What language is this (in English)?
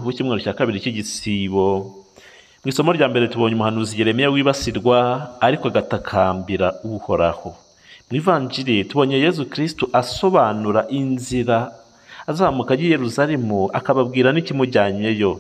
Kinyarwanda